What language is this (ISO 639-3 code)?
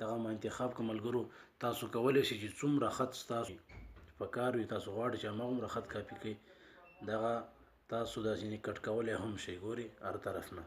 pus